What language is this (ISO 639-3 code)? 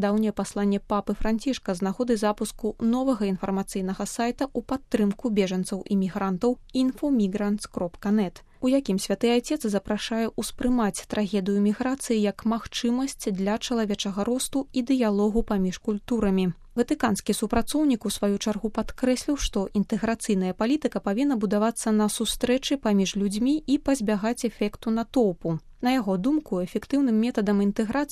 bel